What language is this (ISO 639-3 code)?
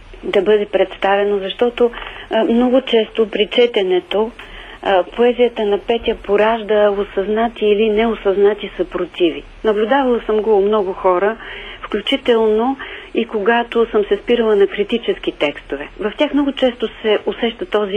bul